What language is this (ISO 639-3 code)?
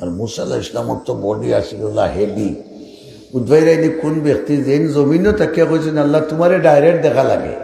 syl